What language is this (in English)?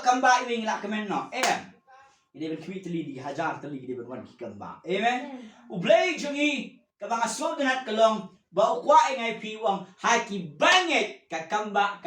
Khasi